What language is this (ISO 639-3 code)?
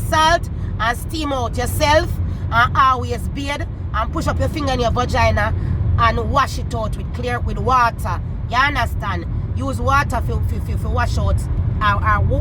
jam